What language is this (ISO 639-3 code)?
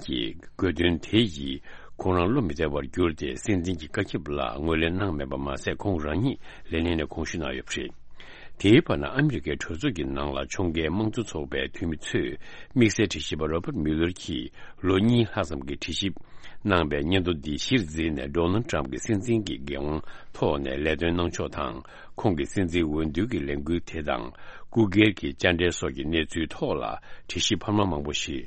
bod